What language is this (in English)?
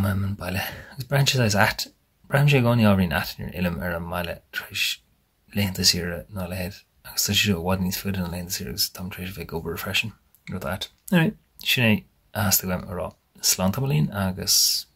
Irish